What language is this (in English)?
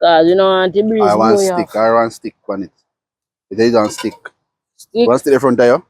Jamaican Creole English